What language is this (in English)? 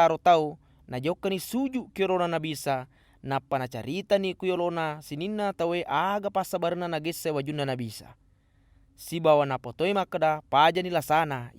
Buginese